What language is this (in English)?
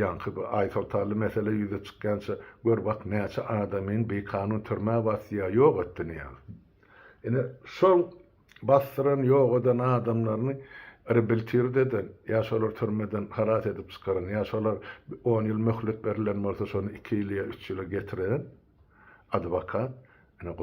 Turkmen